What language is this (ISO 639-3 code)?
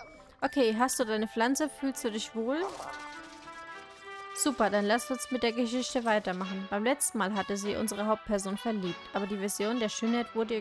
deu